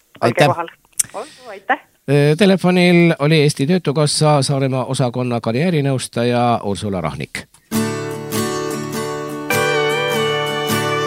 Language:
Estonian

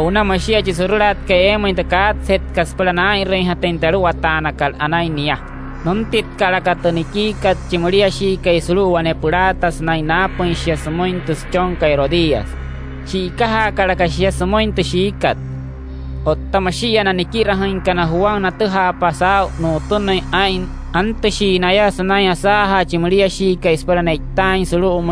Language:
Wayuu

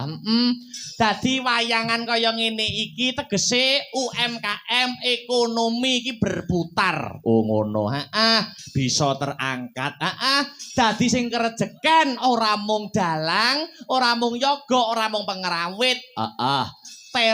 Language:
Javanese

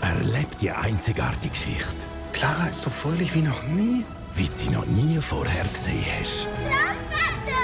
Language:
Swiss German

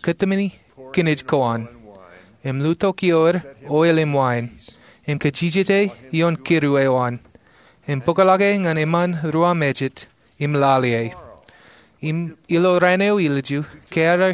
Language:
Marshallese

